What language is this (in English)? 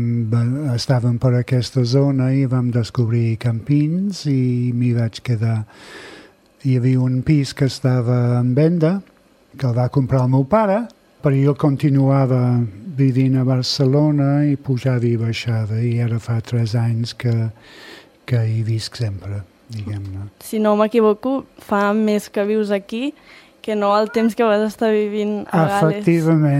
Catalan